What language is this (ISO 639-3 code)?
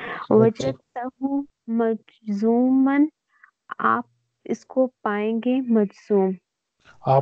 urd